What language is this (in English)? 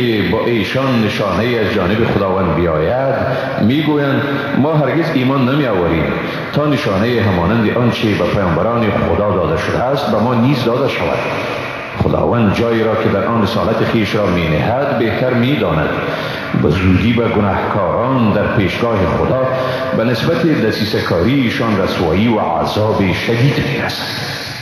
Persian